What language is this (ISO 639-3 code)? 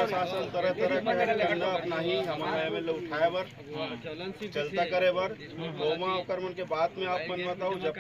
hne